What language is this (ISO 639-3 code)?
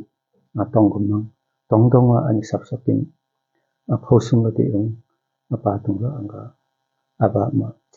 lif